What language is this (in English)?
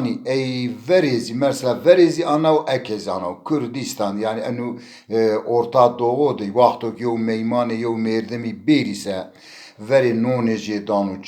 Zaza